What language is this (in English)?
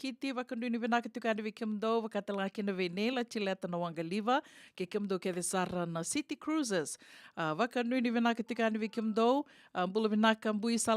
Fijian